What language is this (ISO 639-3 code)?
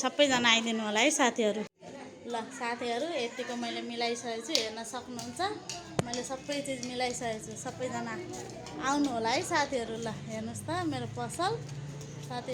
nep